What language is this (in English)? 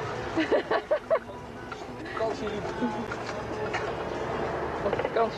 Dutch